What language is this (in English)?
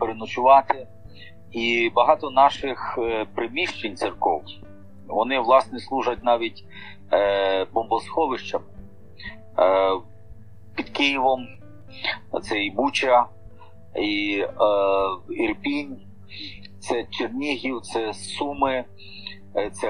Ukrainian